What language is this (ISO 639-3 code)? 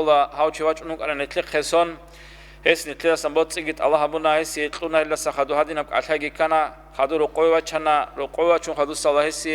ava